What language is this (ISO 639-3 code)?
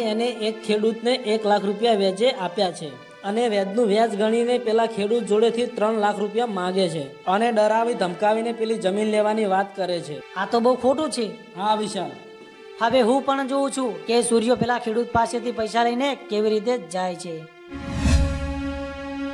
guj